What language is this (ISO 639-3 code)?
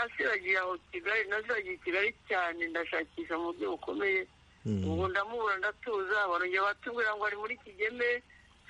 kin